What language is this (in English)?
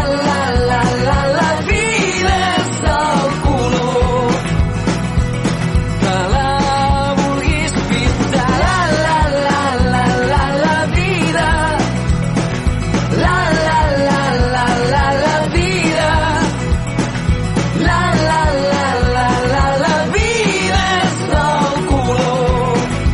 Catalan